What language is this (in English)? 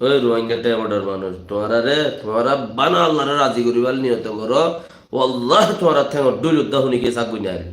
Rohingya